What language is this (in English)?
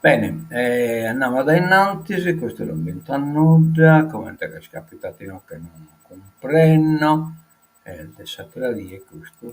Sardinian